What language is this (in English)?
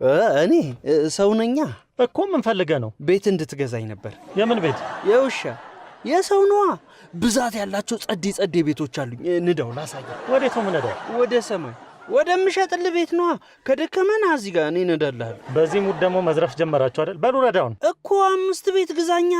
Amharic